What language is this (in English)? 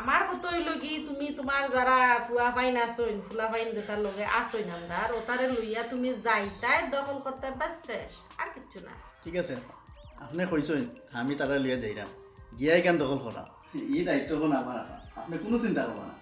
Sylheti